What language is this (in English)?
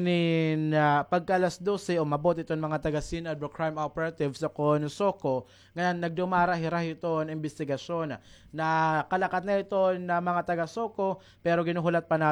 Waray